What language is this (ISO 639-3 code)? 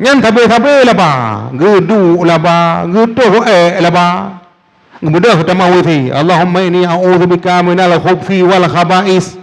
ace